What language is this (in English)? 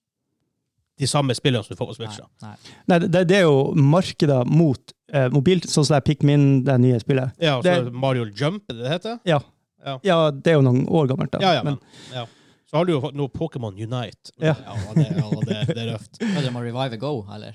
Norwegian